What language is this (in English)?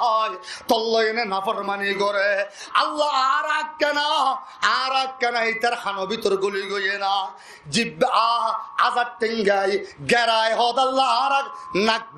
Rohingya